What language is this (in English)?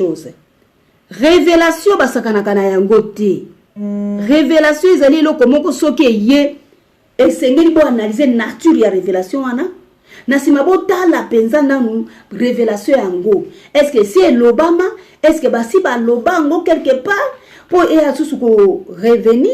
Lingala